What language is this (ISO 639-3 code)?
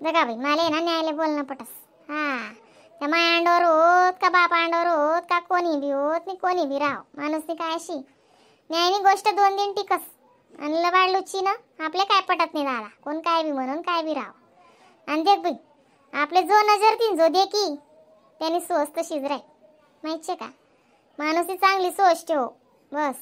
khn